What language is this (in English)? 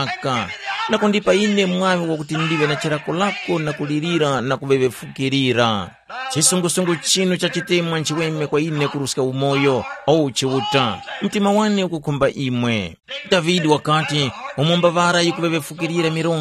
Tumbuka